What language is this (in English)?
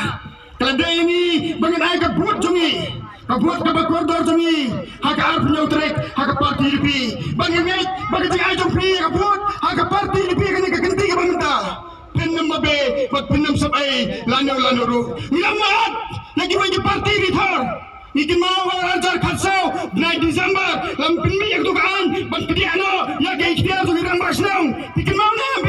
Khasi